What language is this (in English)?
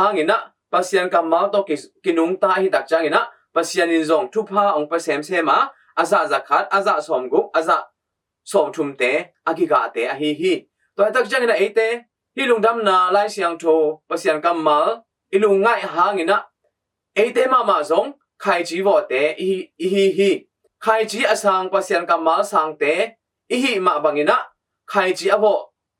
Tedim Chin